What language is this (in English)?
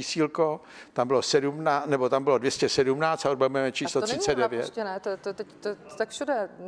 Czech